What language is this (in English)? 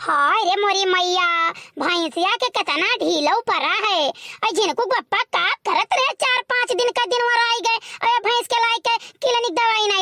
Awadhi